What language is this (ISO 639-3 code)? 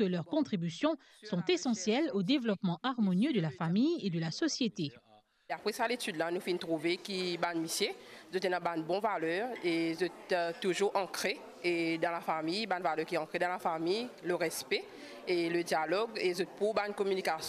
mfe